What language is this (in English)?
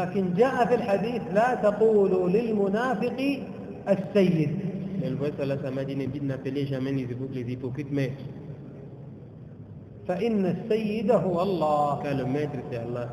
French